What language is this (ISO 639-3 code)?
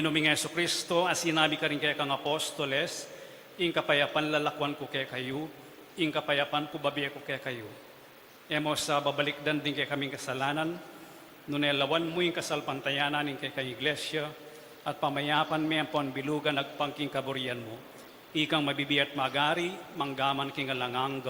pam